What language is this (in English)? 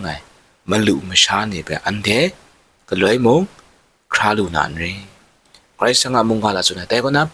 Kachin